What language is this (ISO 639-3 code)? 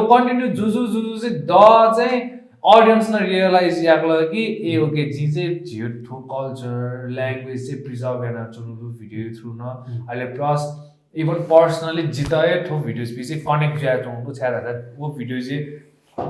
new